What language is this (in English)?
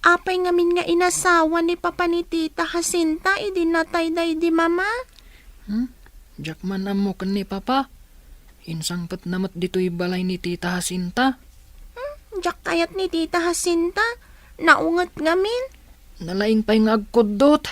Iloko